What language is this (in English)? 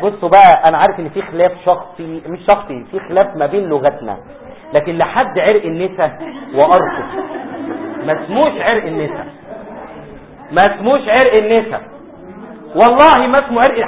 Egyptian Arabic